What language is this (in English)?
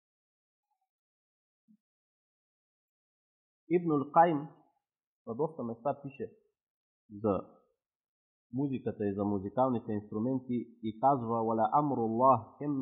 Bulgarian